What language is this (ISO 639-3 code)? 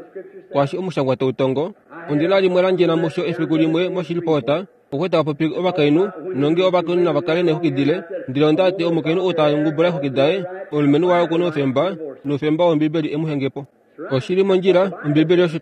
kua